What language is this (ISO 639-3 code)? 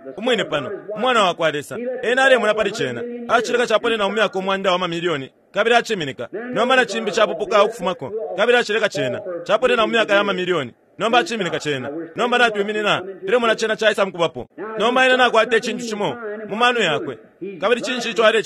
bem